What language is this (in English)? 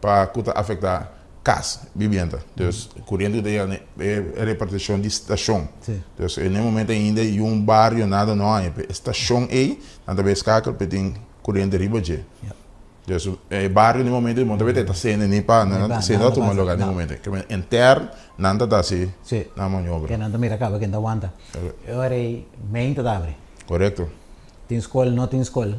Papiamento